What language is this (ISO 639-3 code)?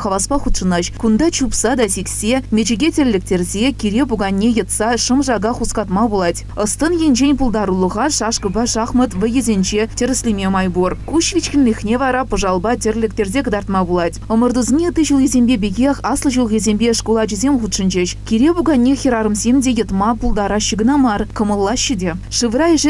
chv